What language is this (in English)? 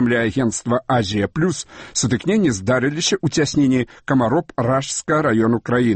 Belarusian